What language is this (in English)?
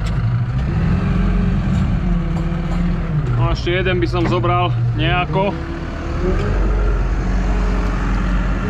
Slovak